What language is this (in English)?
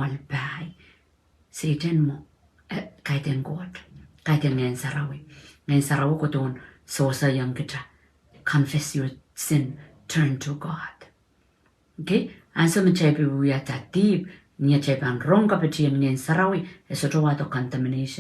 Pohnpeian